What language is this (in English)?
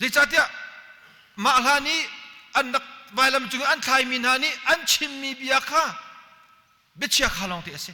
Hakha Chin